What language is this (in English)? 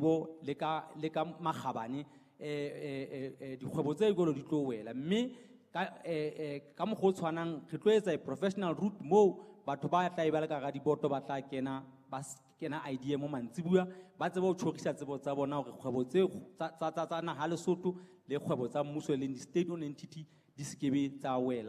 Southern Sotho